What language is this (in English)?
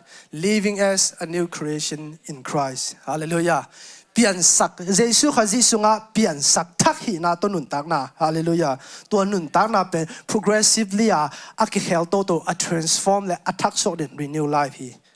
Tedim Chin